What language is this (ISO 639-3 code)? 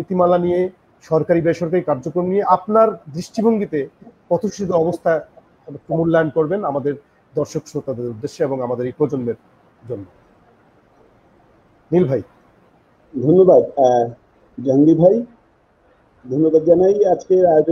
ben